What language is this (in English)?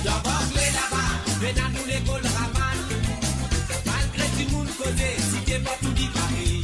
Morisyen